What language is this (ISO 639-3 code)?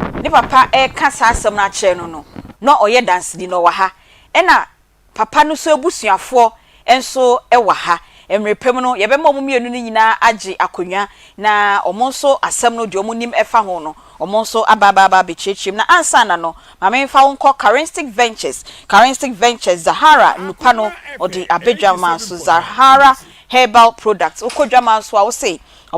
aka